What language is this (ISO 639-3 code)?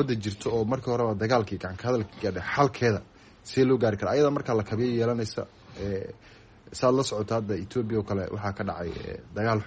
som